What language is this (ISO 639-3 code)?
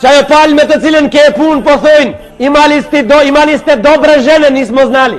sqi